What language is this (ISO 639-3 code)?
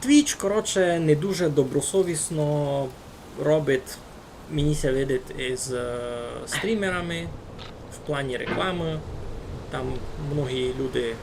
rue